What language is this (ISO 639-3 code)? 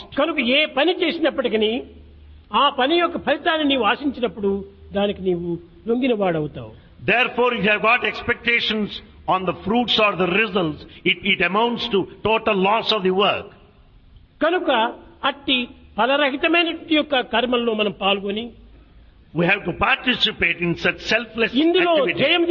tel